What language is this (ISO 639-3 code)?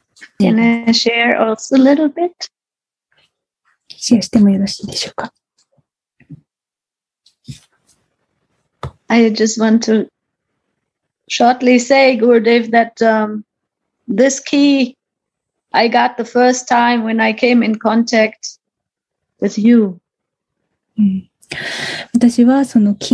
jpn